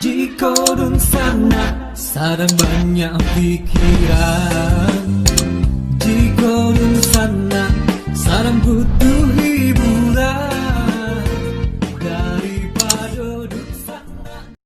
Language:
Minangkabau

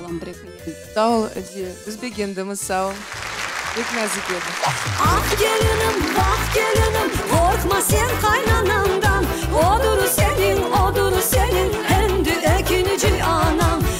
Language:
Crimean Tatar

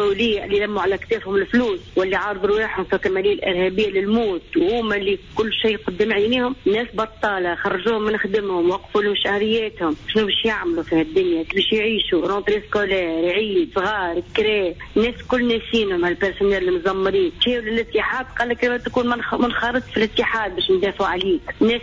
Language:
Tunisian Arabic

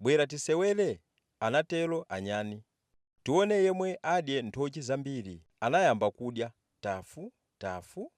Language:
Nyanja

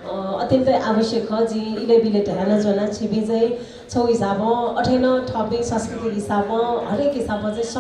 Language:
Newari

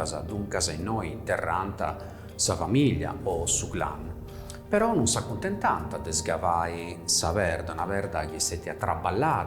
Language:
Sardinian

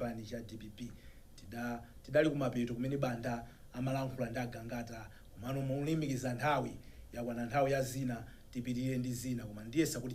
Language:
Nyanja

